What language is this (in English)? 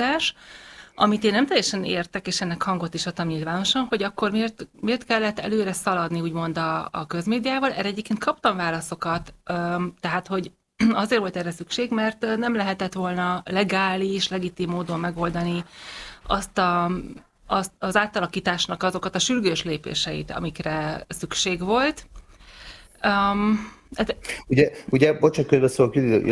Hungarian